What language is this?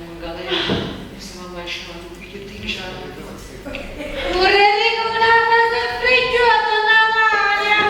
Neapolitan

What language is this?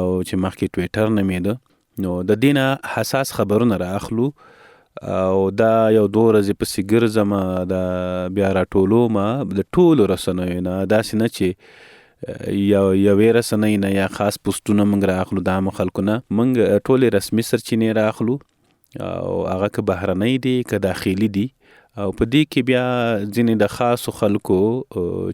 Pashto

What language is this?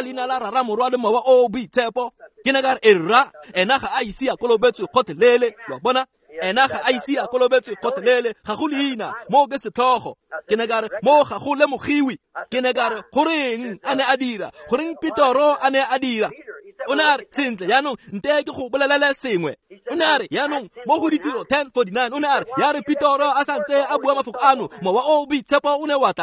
Tswana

